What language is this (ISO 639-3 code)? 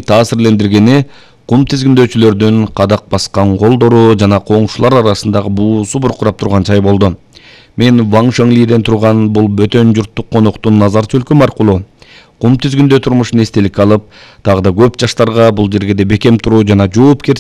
kir